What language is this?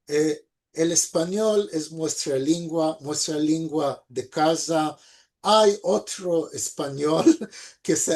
Ladino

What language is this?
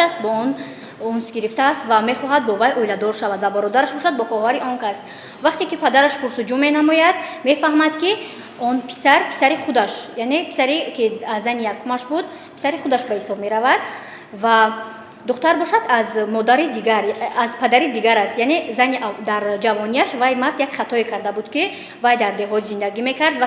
Tajik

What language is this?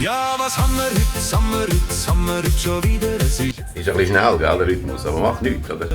Swiss German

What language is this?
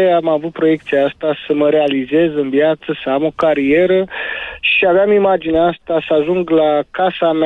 Romanian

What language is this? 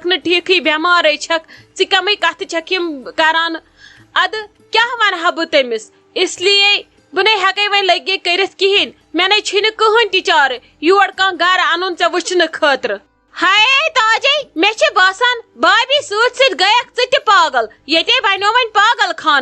Kashmiri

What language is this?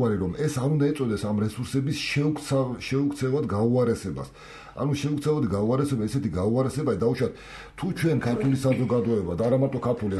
Georgian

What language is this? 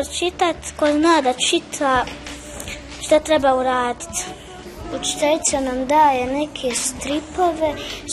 Bosnian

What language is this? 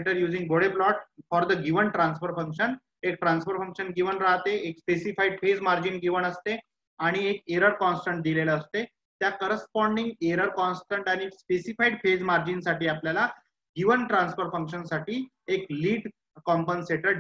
Marathi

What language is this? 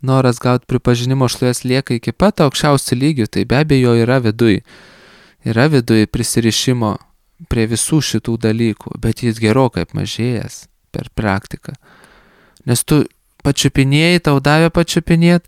Lithuanian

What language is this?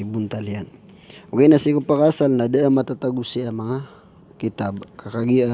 Maranao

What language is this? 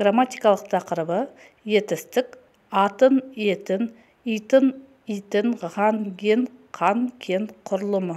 Kazakh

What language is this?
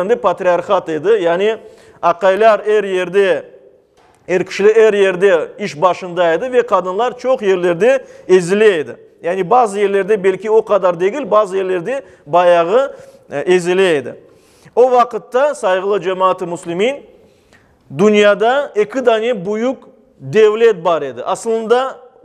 Crimean Tatar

